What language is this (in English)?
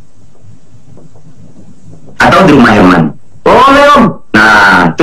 Indonesian